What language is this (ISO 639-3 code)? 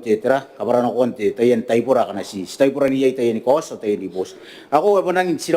gil